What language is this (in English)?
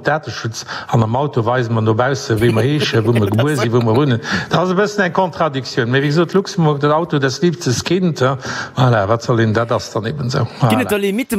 Luxembourgish